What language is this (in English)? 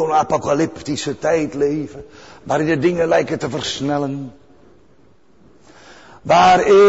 Dutch